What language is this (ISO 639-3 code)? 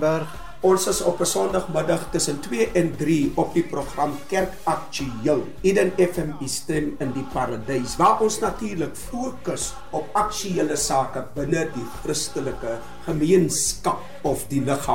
afr